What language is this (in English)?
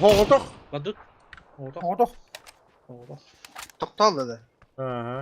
Yakut